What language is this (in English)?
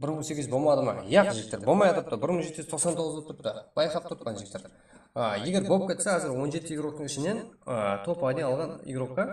Kara-Kalpak